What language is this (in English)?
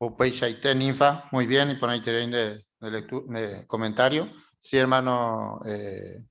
Guarani